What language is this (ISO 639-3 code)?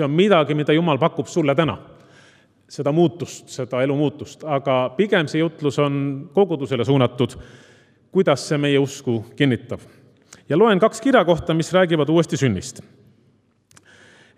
est